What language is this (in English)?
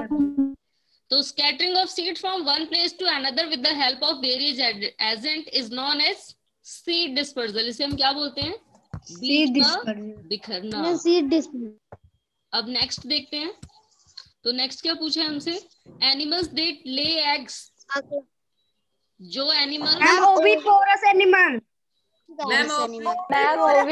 Hindi